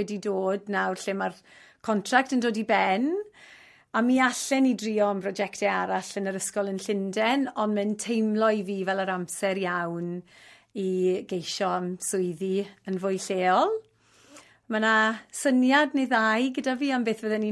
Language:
Welsh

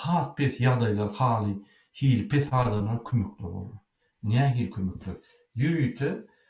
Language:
Turkmen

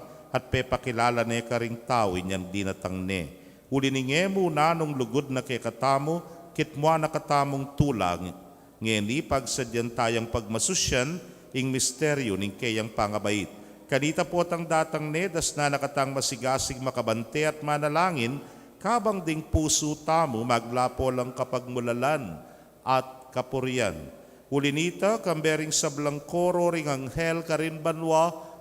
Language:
Pampanga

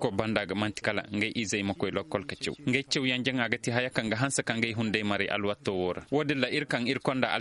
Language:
Koyraboro Senni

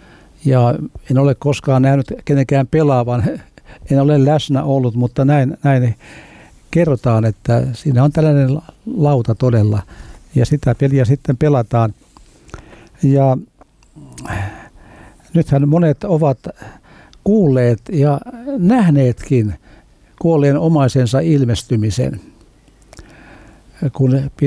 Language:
Finnish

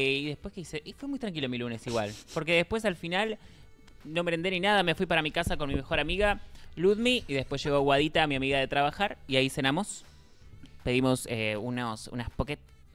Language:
Spanish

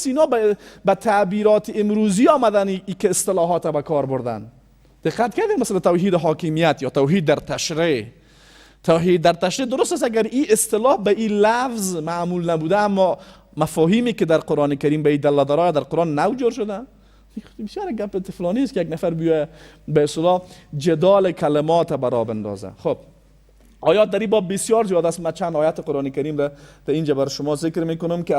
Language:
Persian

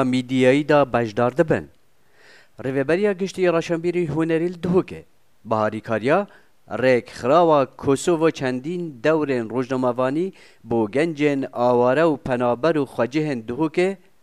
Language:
Kurdish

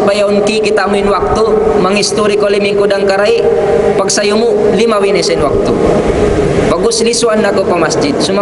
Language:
Tausug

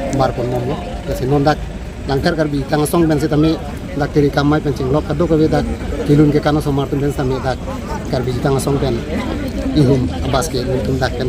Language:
Karbi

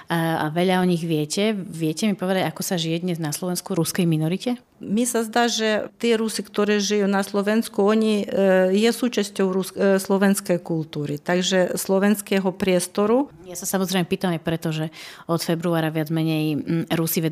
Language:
Slovak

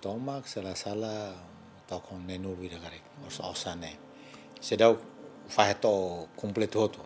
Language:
Tetum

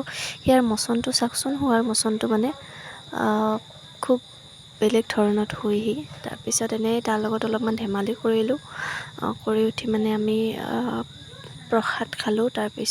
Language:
Assamese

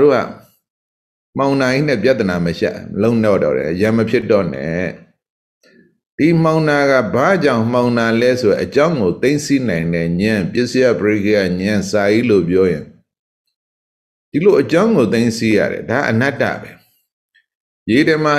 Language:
Burmese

